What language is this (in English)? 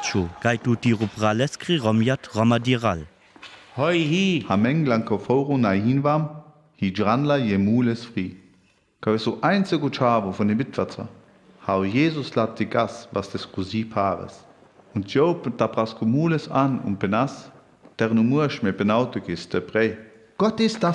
Sinte Romani